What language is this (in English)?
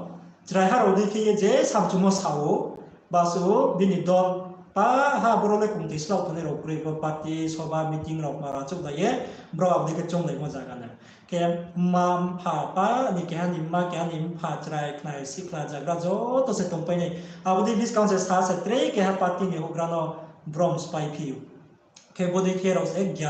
Riang (India)